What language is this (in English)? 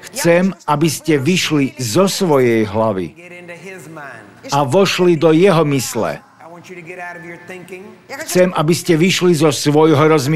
Slovak